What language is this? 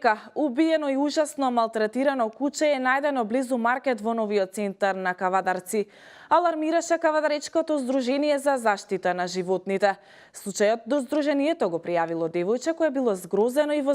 Macedonian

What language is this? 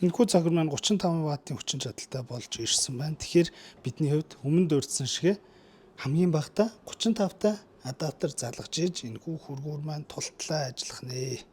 Mongolian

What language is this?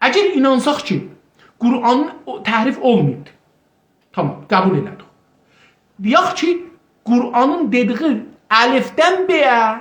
South Azerbaijani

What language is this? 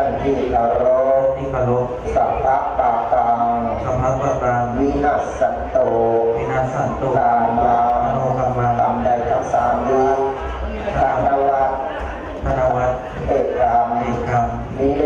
Thai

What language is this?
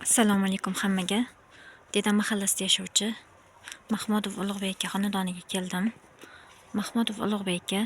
Uzbek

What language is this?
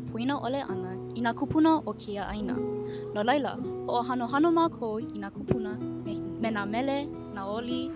Hawaiian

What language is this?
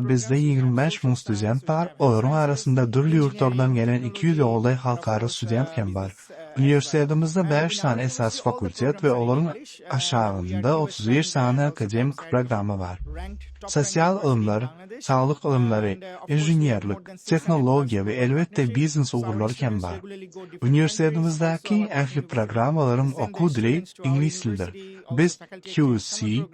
Turkmen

